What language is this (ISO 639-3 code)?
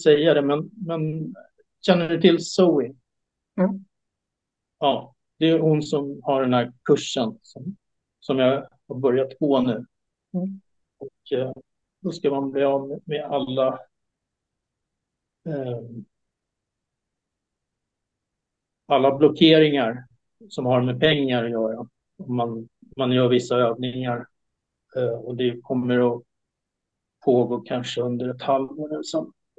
swe